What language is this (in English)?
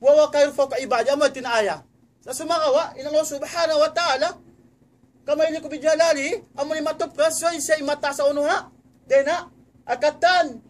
Tausug